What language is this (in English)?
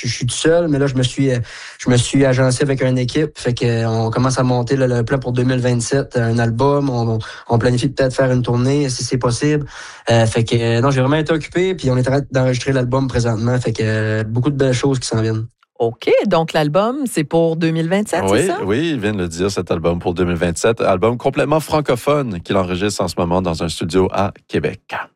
French